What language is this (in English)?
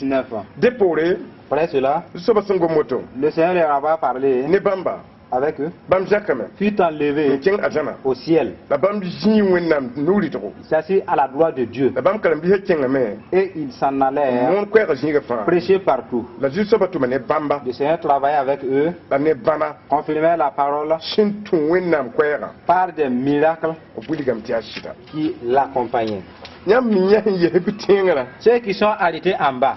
Mossi